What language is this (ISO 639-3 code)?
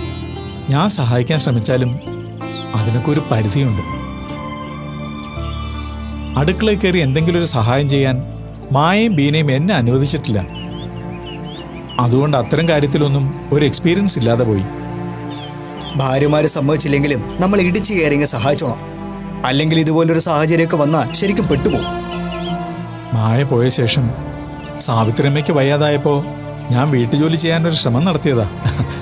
mal